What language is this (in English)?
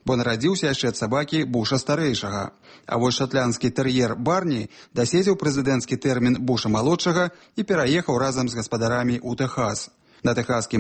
Belarusian